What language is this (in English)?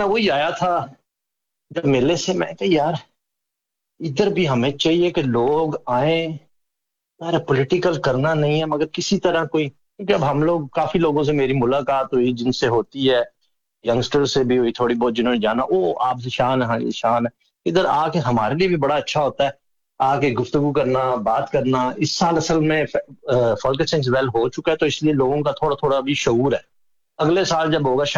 Urdu